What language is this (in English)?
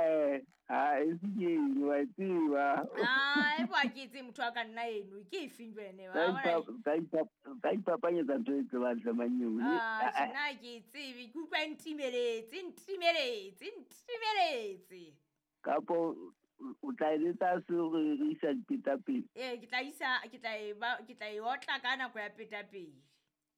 Southern Sotho